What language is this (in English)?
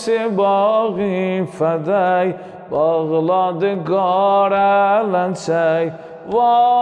Azerbaijani